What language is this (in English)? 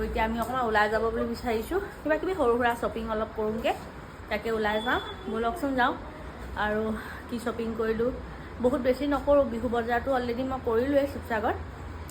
Assamese